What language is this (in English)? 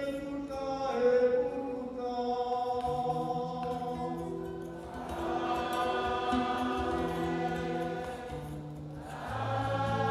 French